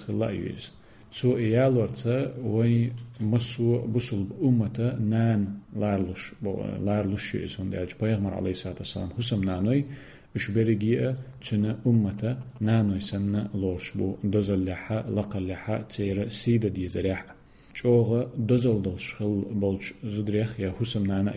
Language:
Chechen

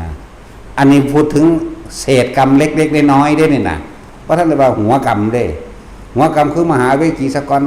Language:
Northeastern Thai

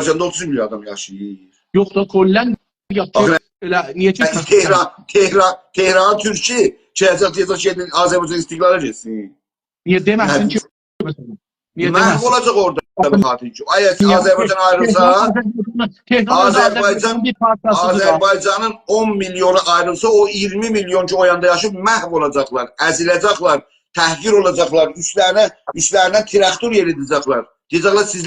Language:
South Azerbaijani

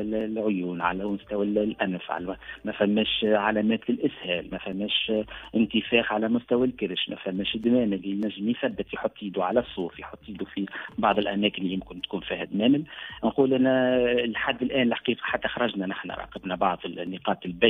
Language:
Tunisian Arabic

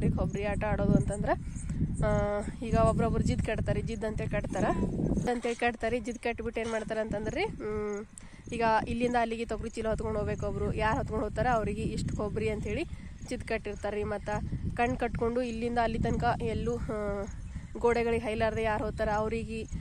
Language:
Kannada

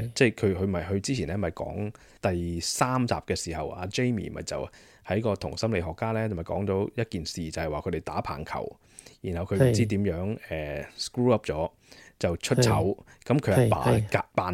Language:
Cantonese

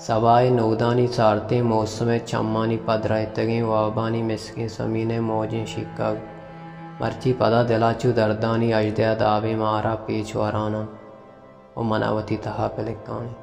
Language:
Baluchi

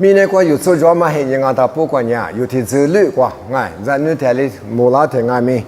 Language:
Lisu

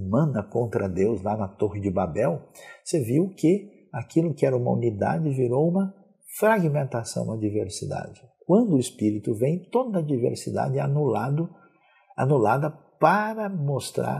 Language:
Portuguese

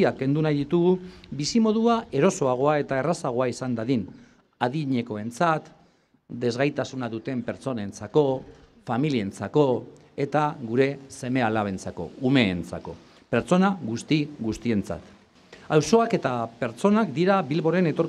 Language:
Basque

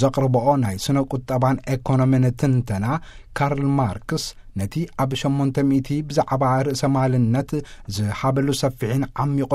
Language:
Tigrinya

